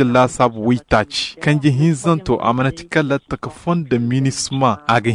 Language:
Koyraboro Senni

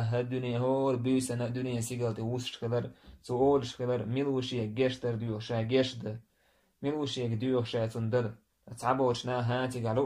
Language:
Chechen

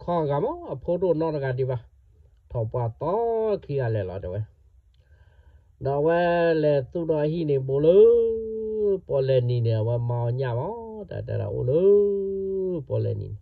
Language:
S'gaw Karen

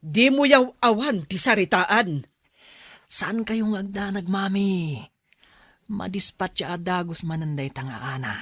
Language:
Iloko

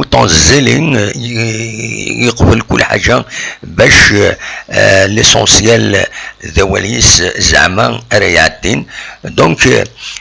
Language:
Kabyle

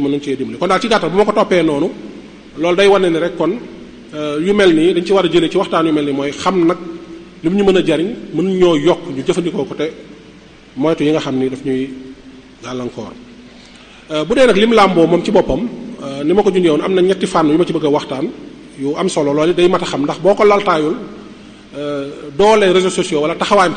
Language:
Wolof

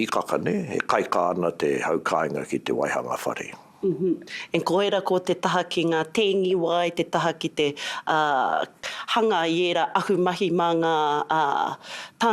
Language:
Māori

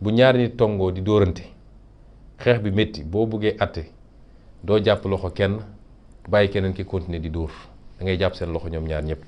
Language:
Wolof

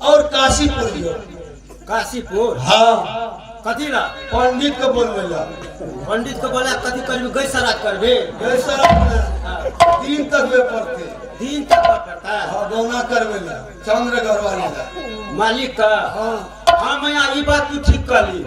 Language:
Maithili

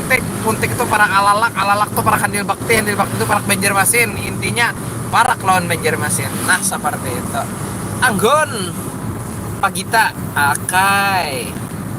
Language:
Banjar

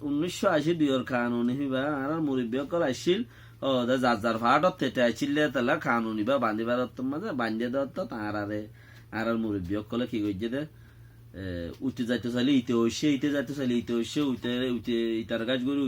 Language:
Rohingya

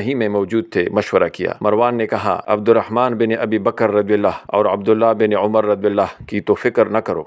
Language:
Urdu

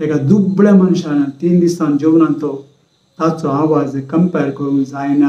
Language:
Konkani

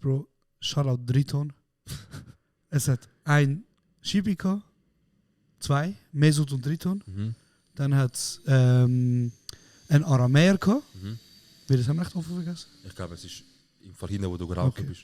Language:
Swiss German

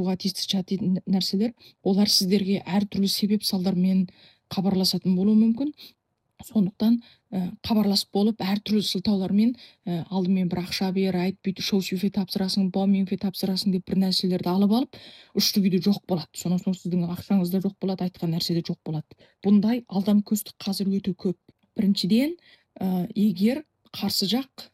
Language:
Kazakh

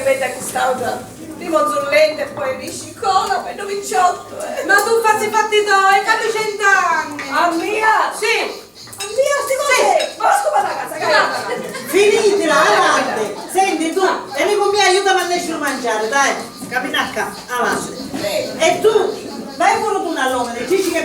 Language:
Sicilian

